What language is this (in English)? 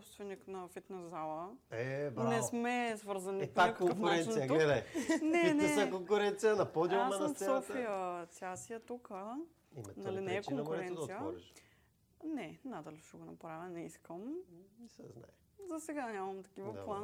Bulgarian